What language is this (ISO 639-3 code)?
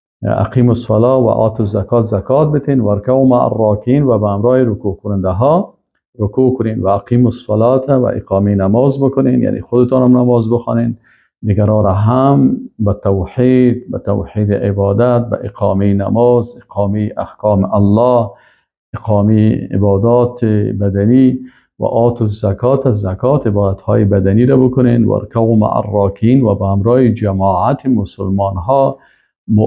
fas